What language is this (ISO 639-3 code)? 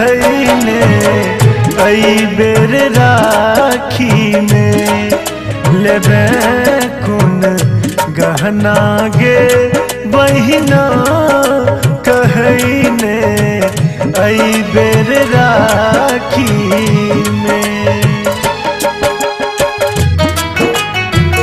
mai